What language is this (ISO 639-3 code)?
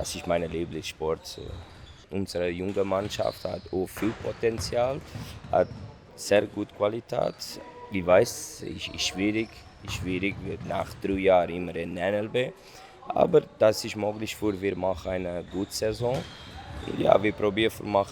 gsw